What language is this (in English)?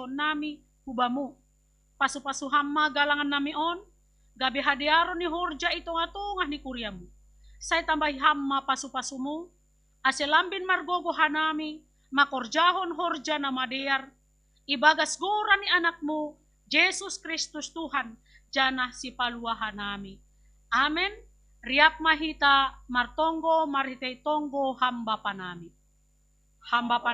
Batak Simalungun